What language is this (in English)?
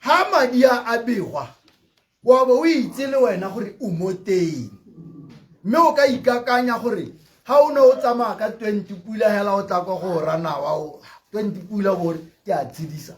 Tswana